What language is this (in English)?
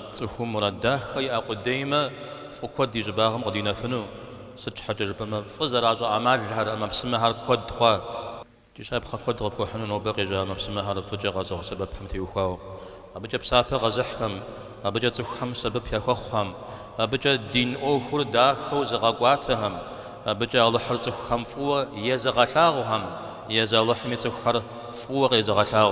Kabardian